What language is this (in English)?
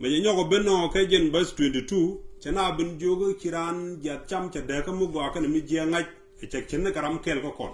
Nuer